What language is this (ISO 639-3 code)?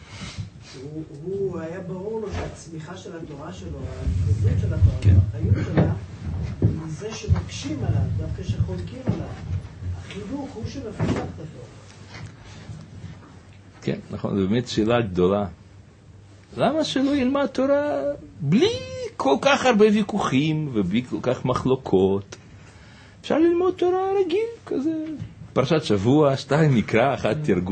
heb